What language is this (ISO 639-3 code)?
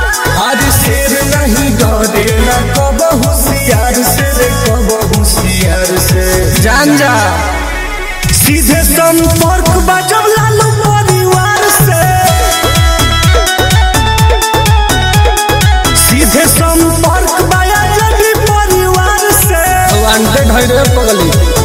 bho